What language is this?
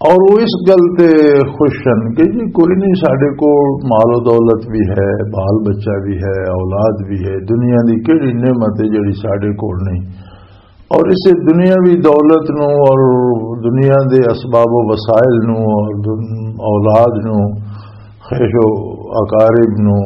Western Panjabi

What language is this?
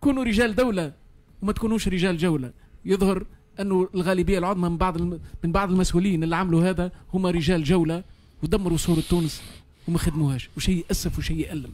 Tunisian Arabic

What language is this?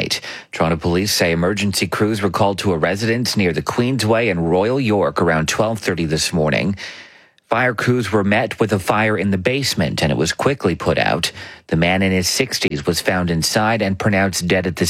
English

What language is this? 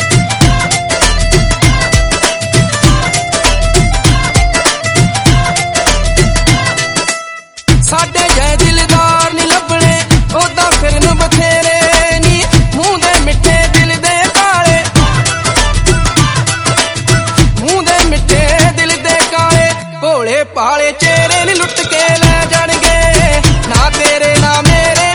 Punjabi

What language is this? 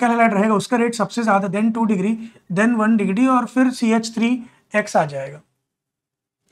Hindi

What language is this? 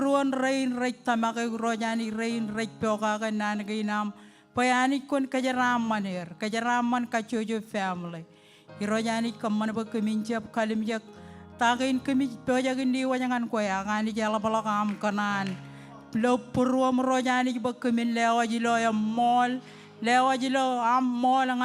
Marshallese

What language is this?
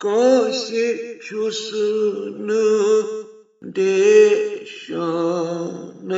Kashmiri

